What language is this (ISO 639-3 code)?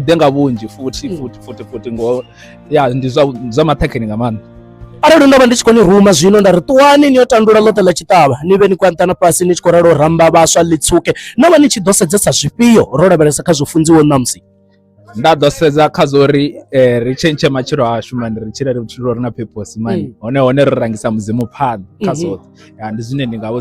ven